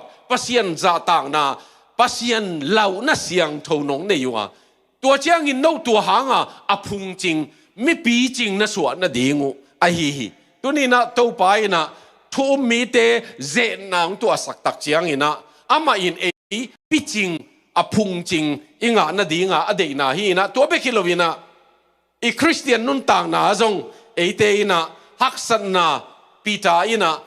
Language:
Tedim Chin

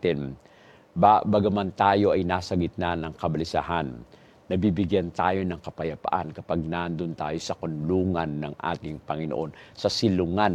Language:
Filipino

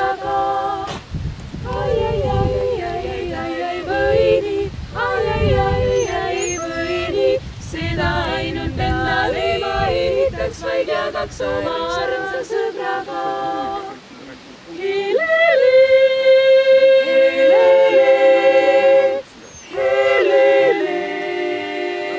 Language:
Estonian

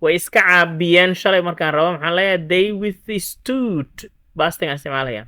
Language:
Somali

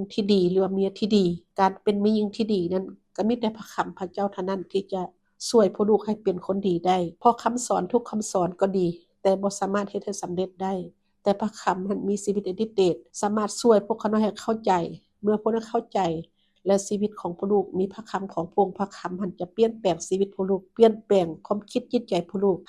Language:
Lao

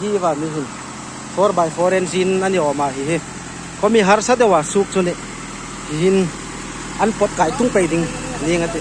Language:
Hmar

